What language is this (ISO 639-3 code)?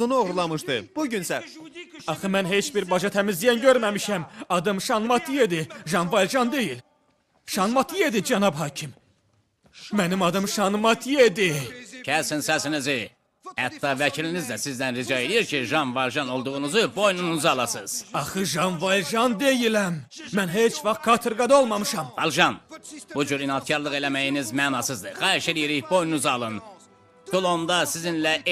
aze